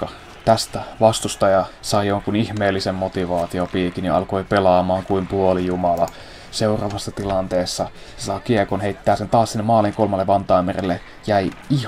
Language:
Finnish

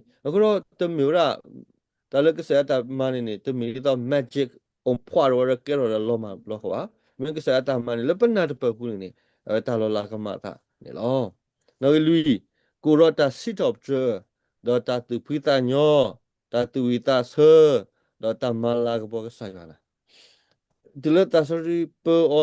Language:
S'gaw Karen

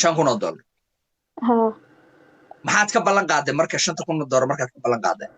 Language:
Somali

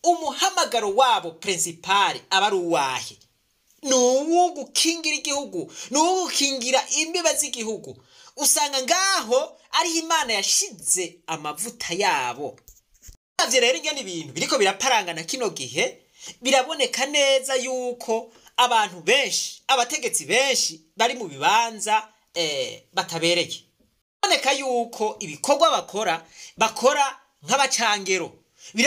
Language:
Rundi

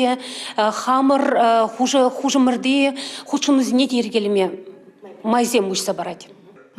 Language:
Chuvash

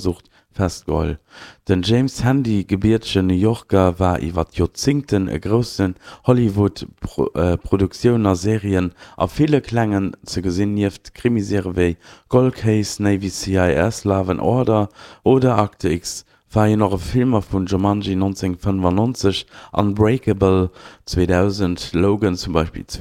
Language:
Luxembourgish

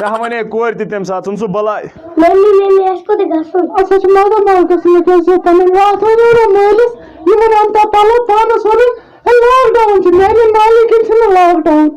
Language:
Kashmiri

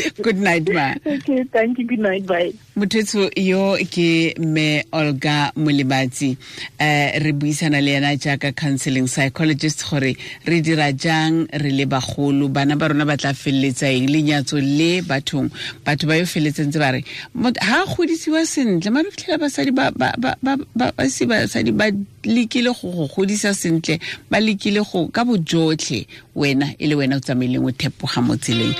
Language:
Tswana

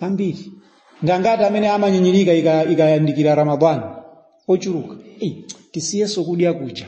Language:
Nyanja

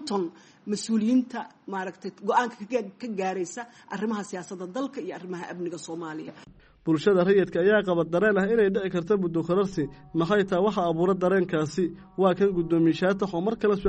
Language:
Somali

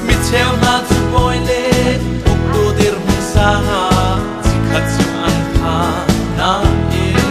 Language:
Hakha Chin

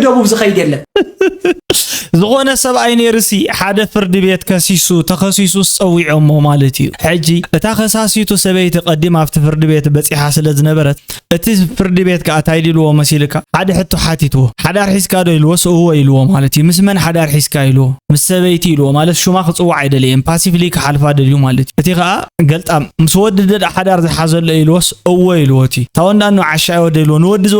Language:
Tigrinya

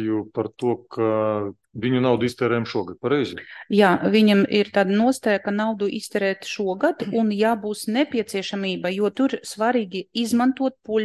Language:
Latvian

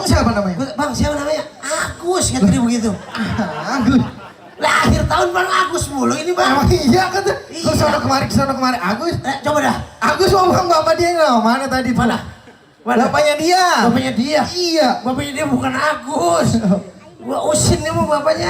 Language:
Betawi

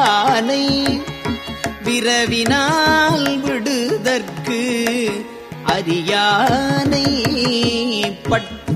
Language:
Tamil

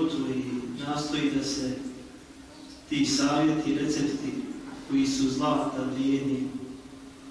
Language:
Bosnian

